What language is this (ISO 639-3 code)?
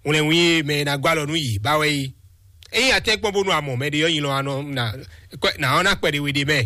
fon